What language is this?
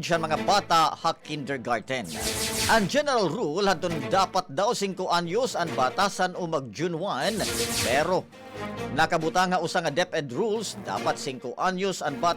Waray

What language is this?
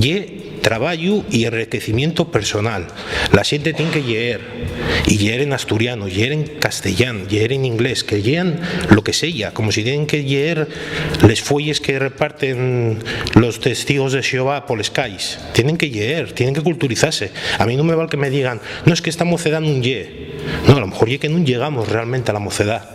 Asturian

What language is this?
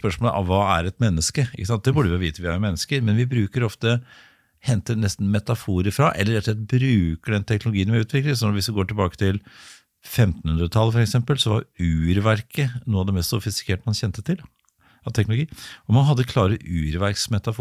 Norwegian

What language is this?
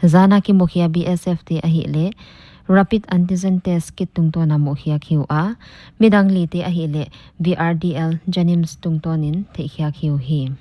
Paite Chin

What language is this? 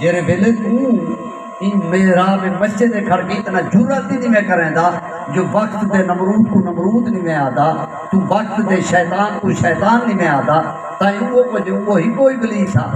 Saraiki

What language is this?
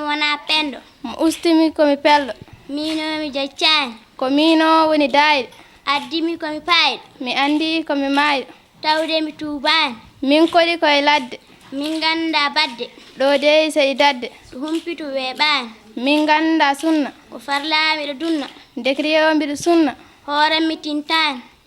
Fula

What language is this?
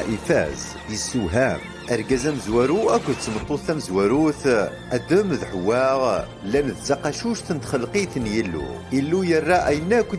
Kabyle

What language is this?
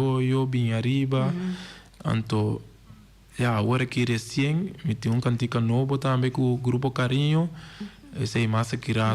Papiamento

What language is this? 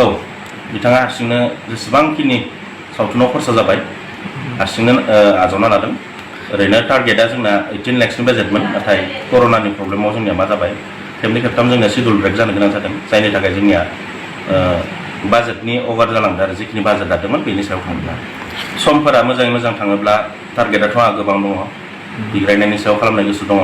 Bodo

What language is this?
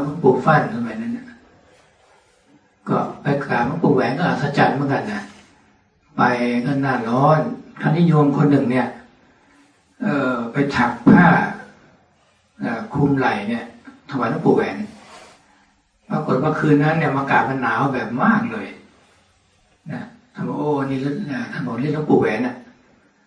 Thai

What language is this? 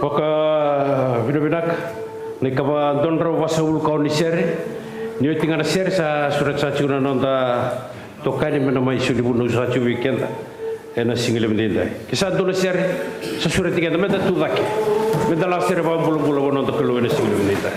Fijian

